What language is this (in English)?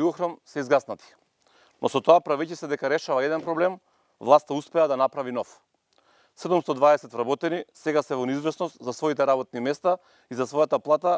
Macedonian